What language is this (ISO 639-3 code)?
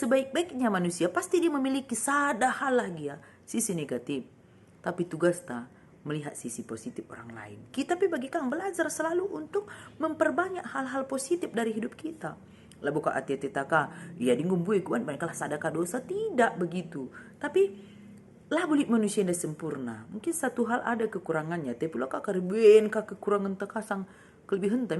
btx